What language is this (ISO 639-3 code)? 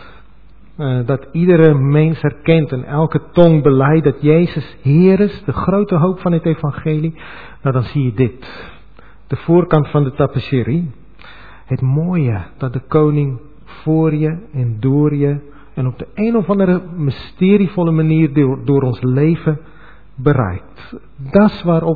nld